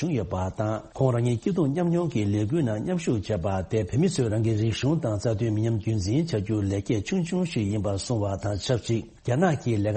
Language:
Tibetan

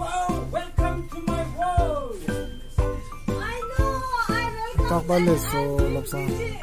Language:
Tibetan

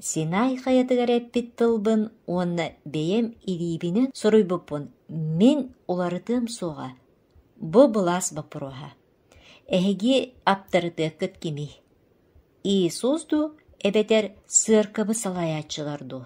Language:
Yakut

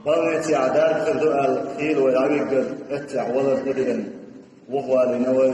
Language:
Chechen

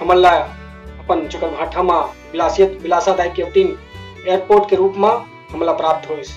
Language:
Chhattisgarhi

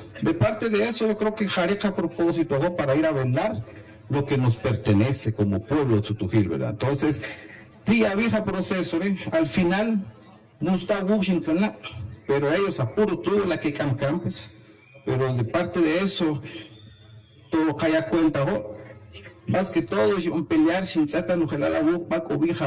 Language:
Spanish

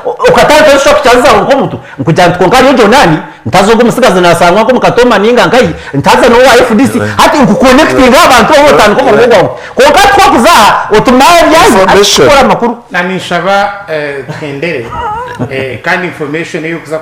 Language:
Nyankole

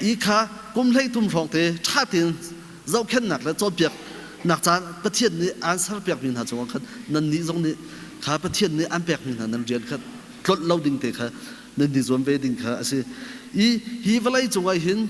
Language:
Hakha Chin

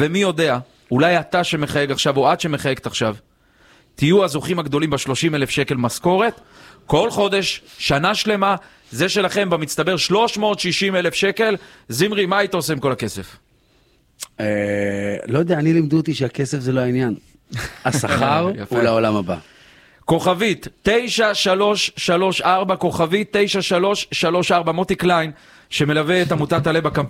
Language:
Hebrew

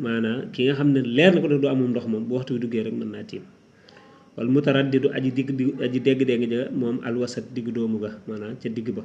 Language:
Wolof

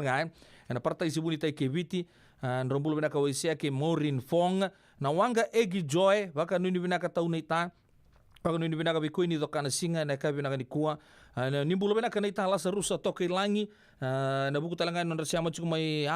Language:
Fijian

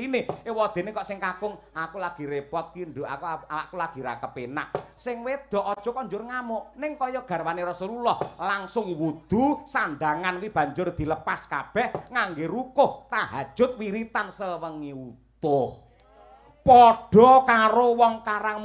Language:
Javanese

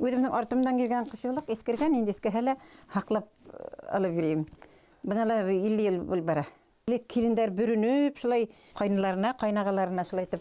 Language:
Bashkir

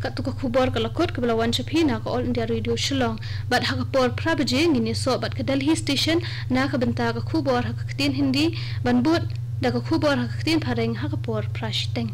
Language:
Khasi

